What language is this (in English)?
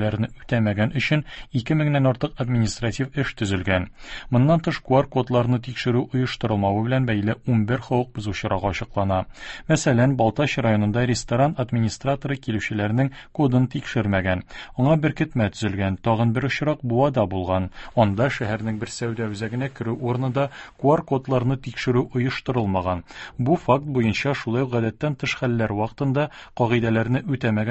Tatar